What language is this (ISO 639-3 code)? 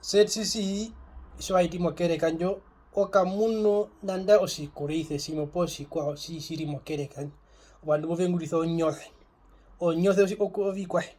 her